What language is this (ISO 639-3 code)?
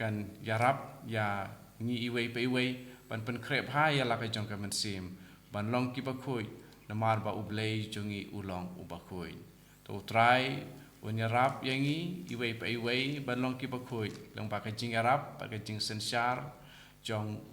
kha